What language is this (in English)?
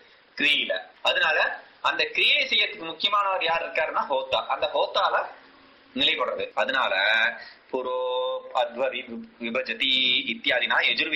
Tamil